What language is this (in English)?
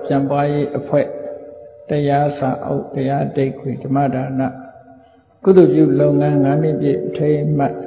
Burmese